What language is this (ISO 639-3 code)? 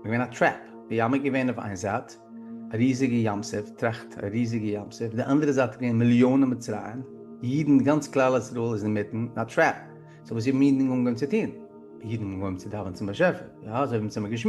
yid